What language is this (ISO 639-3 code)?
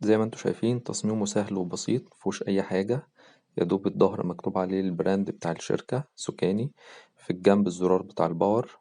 arz